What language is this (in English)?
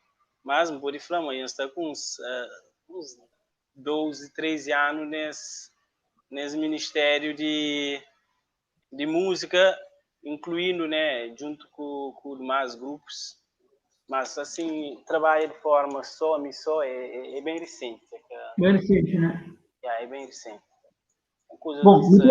Kabuverdianu